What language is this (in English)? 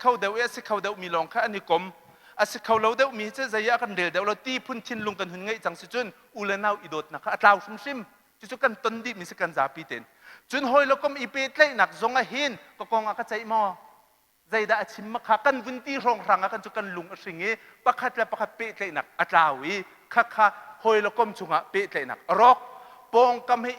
Hakha Chin